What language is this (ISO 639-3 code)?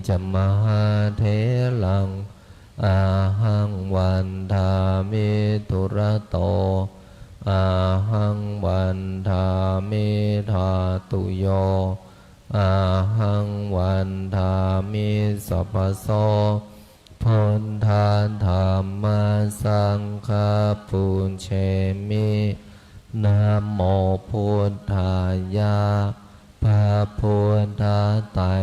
pli